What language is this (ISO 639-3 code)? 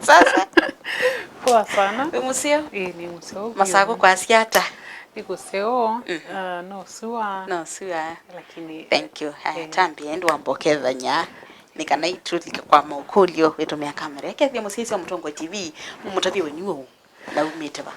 kam